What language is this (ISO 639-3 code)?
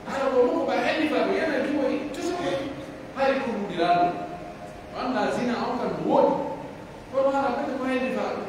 fuf